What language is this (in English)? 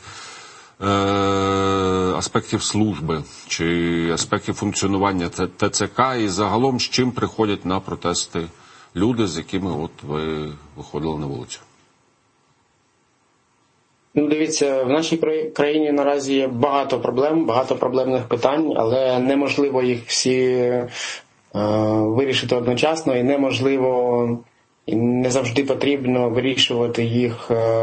Ukrainian